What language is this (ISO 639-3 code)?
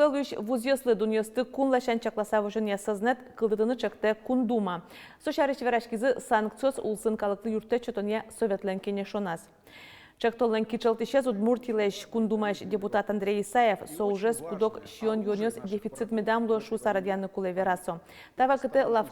udm